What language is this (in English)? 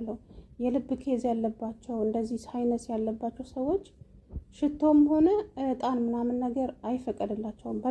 Amharic